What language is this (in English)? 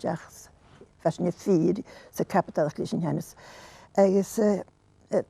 Scottish Gaelic